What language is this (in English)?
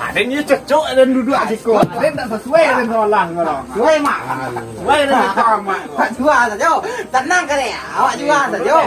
Minangkabau